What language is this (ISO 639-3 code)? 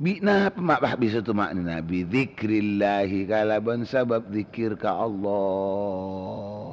mad